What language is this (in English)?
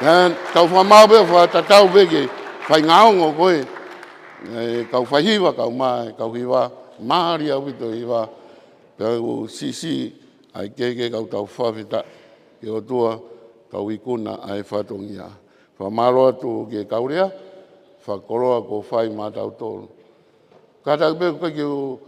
Tongan